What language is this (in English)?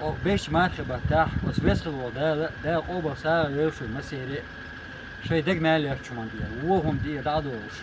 Chechen